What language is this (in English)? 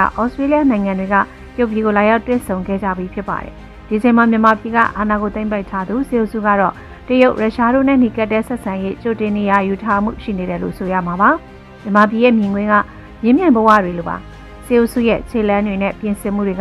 Burmese